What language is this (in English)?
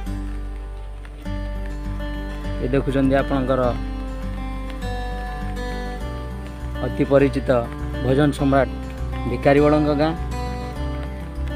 Odia